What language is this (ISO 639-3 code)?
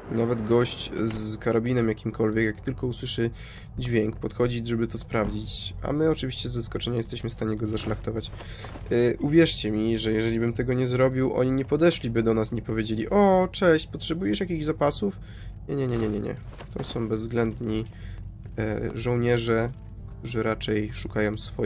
pol